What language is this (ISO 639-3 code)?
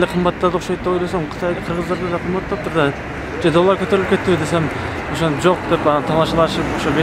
kir